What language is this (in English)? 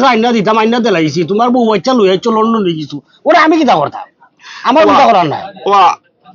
Sylheti